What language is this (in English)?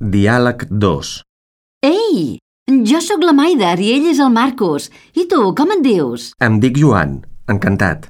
Catalan